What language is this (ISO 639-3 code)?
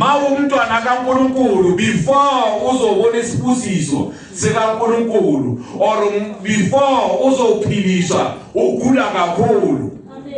zul